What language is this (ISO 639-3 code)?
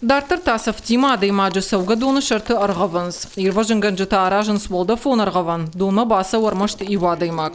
oss